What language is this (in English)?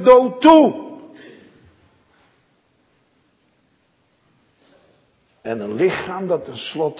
Dutch